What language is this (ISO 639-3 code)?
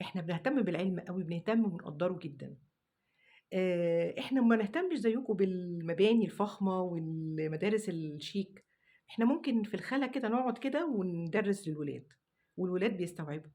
arz